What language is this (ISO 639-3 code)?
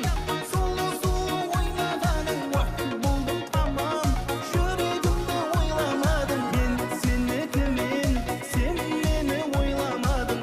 kaa